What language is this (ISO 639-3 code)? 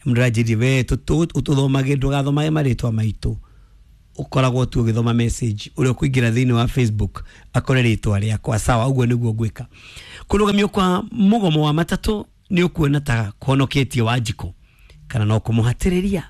kik